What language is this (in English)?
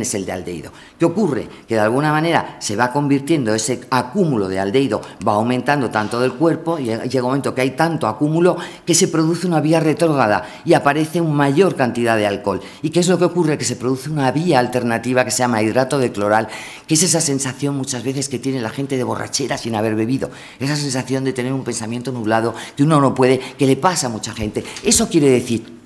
Spanish